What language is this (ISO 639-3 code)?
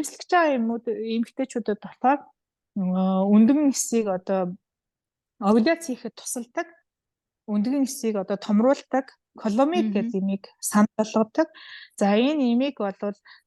mon